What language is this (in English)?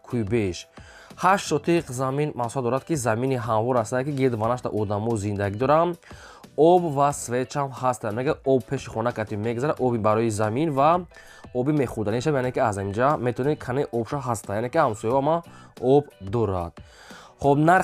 Tajik